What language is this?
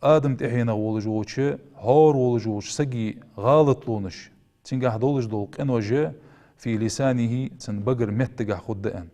Ingush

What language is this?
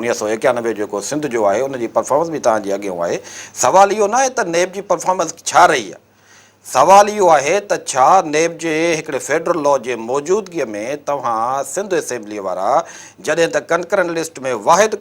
Sindhi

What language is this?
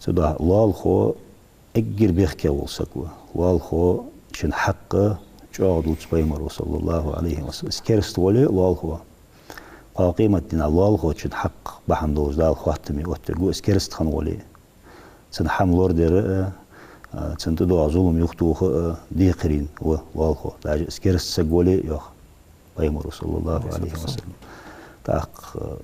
Ingush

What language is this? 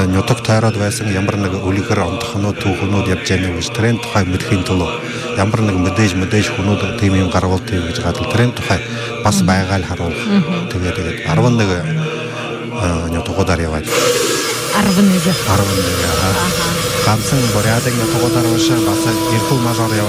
Buriat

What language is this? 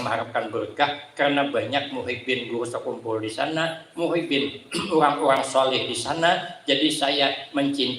Banjar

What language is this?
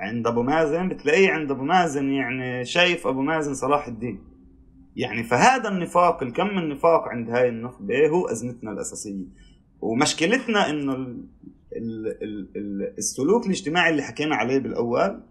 North Levantine Arabic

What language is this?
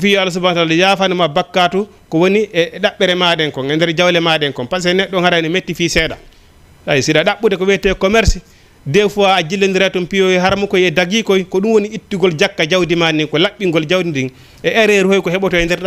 Fula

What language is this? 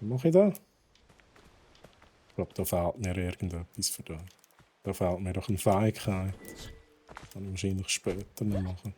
Swiss German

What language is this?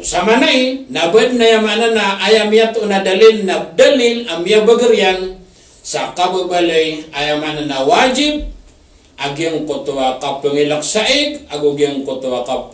Maranao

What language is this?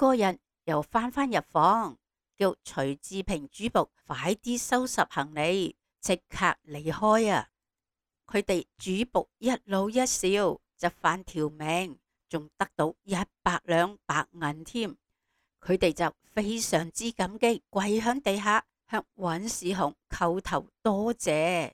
Cantonese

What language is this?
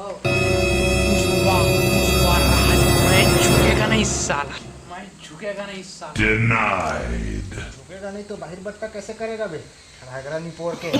Chhattisgarhi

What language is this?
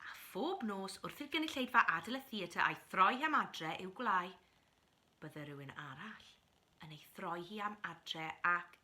Welsh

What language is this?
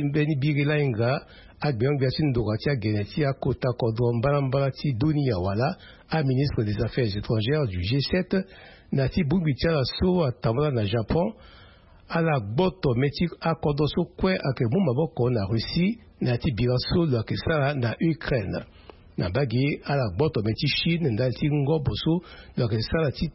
Sango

